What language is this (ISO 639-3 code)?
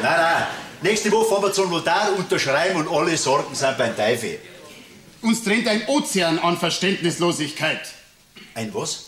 bar